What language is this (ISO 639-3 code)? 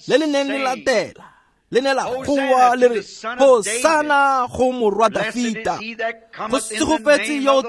tsn